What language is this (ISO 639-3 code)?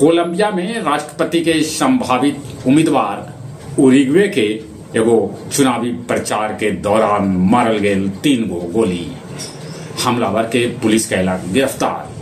mag